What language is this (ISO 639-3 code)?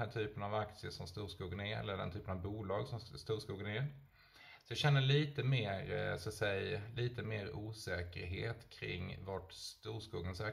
swe